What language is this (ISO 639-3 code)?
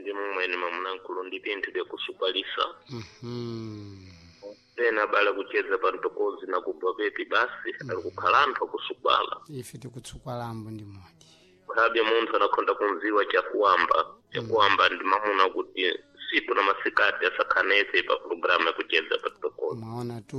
seh